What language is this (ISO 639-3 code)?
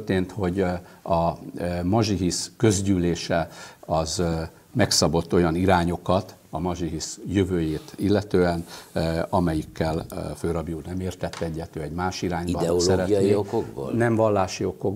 hun